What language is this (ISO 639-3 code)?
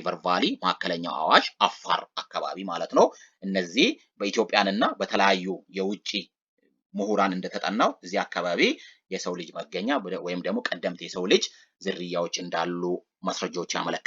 amh